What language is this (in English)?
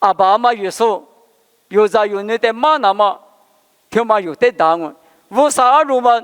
Lisu